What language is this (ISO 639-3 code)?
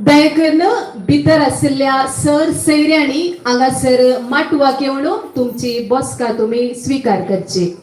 kok